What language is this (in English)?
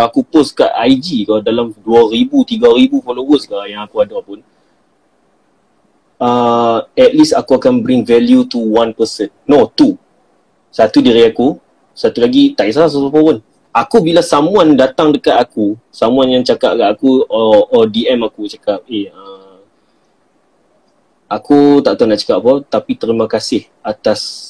Malay